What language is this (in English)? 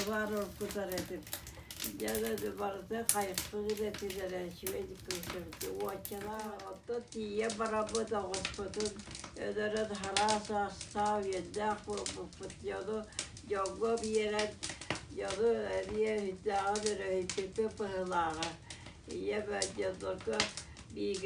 Yakut